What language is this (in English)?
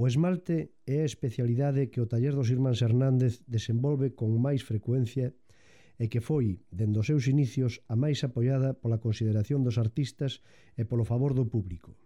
Galician